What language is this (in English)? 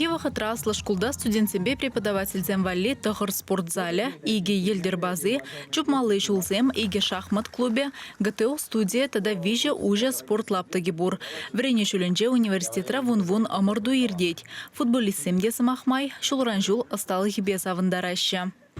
Chuvash